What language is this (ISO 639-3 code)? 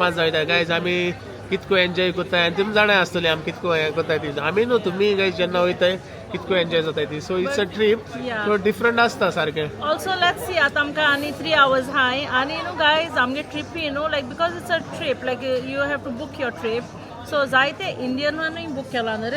kok